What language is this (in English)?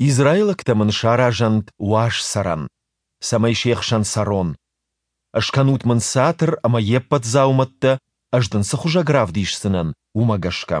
Ossetic